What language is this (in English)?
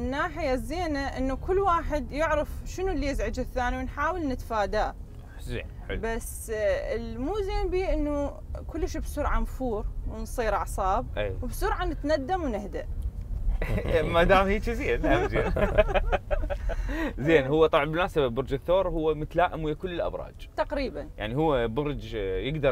Mesopotamian Arabic